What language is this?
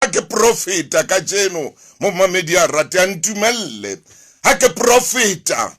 Southern Sotho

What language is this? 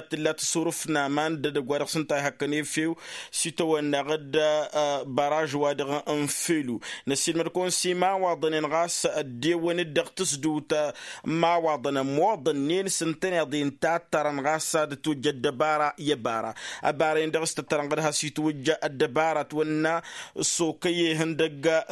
Tamasheq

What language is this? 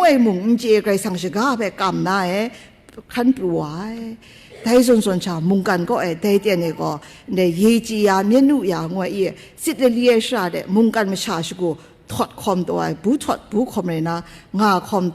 Kachin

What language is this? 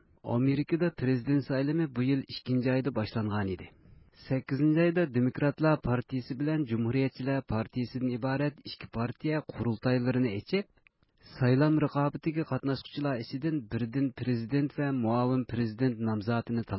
Uyghur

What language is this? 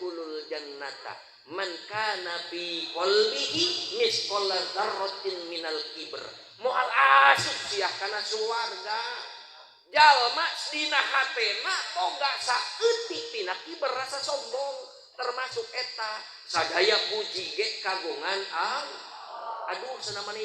Sundanese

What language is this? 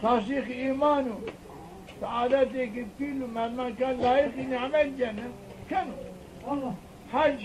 Zaza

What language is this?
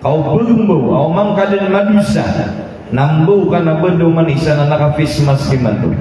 Maranao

